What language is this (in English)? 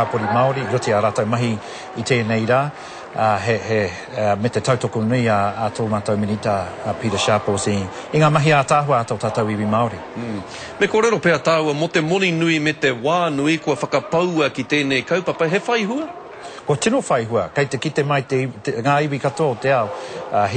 Māori